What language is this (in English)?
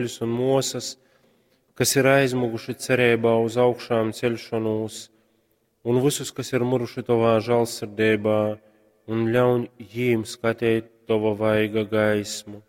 Latgalian